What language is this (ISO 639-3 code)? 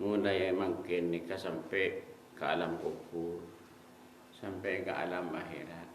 mad